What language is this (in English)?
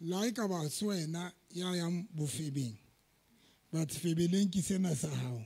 Southern Sotho